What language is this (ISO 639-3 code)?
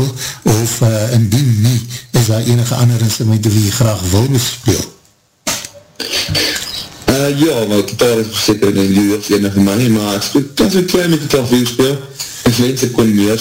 afr